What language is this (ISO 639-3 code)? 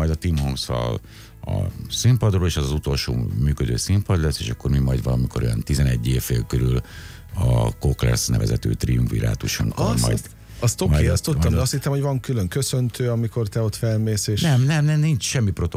hun